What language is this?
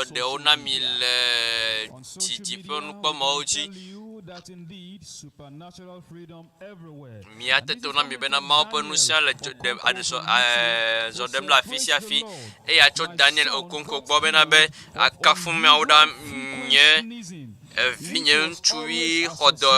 Ewe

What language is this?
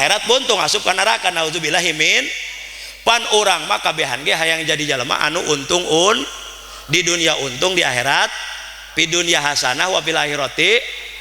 Sundanese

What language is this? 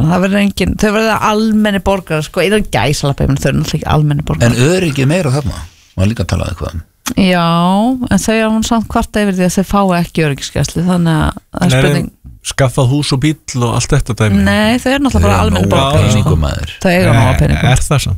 Icelandic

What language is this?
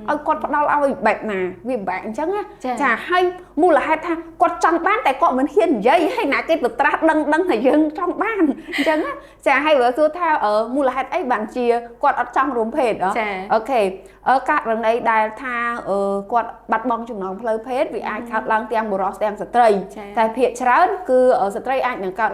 Khmer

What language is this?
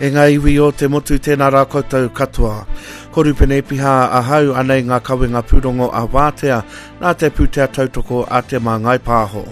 Māori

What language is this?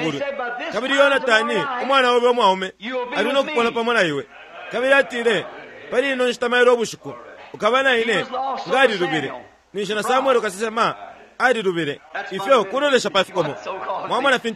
Bemba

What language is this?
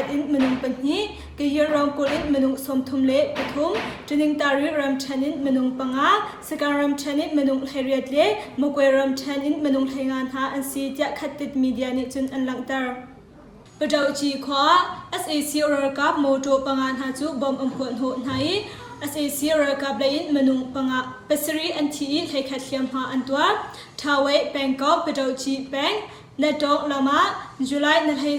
Hakha Chin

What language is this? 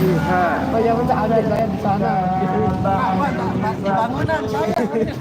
Sasak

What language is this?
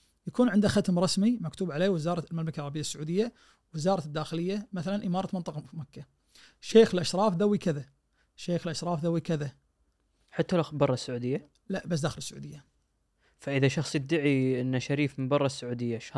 Najdi Arabic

